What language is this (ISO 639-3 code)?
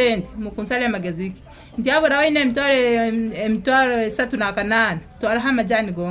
nyo